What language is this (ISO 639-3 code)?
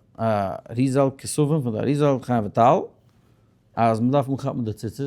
yid